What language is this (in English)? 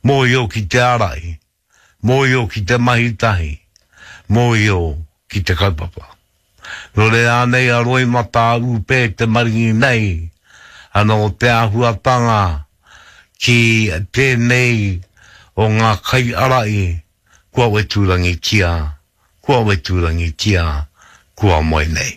Māori